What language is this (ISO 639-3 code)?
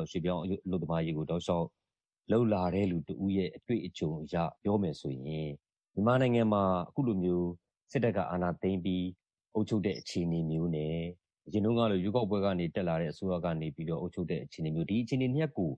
mya